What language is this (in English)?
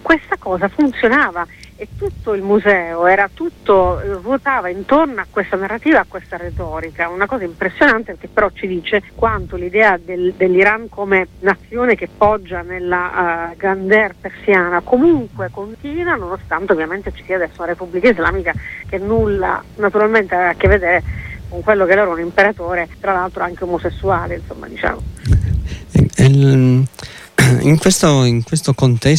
Italian